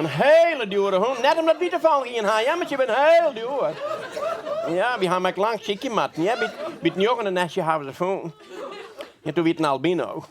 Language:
Western Frisian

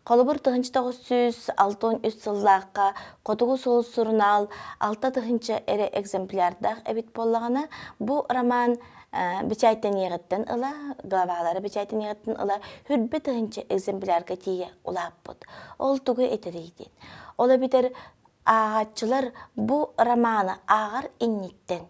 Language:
Yakut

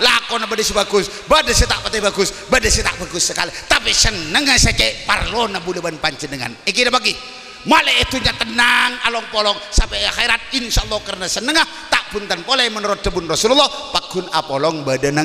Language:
Madurese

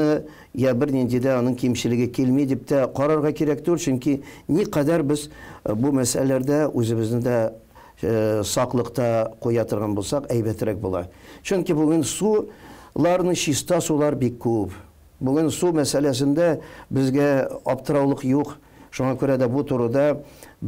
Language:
Tatar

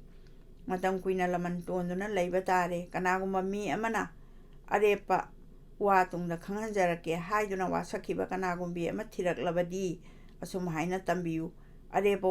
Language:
Manipuri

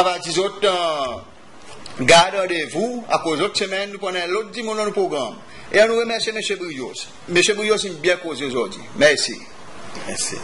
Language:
Seselwa Creole French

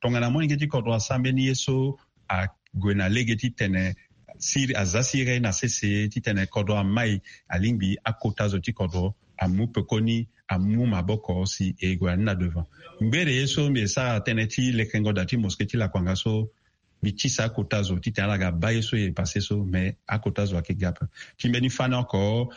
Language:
Sango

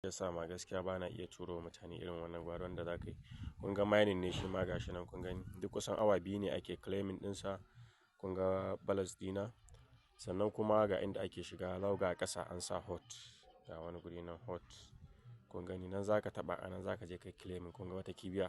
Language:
Hausa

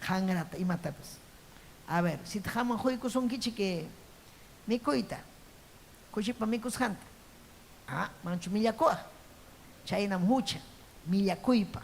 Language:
Ayacucho Quechua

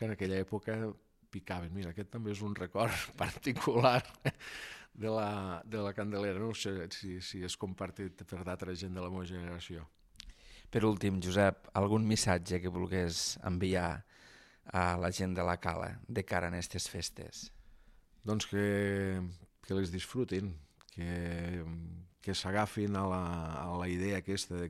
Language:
Catalan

